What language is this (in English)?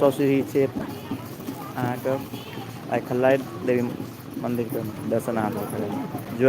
Maithili